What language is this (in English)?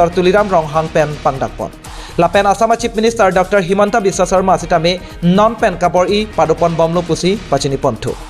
Karbi